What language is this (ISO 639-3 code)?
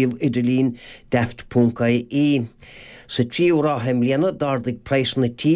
gle